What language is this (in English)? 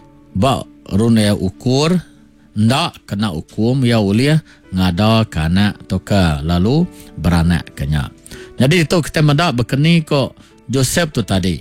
Iban